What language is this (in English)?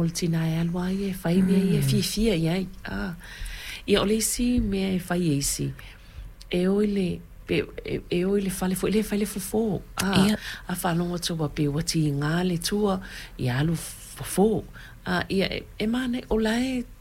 Samoan